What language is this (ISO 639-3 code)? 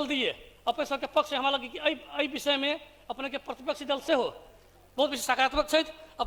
mai